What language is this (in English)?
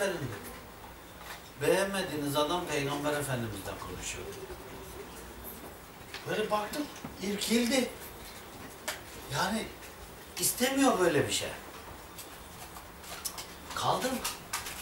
Turkish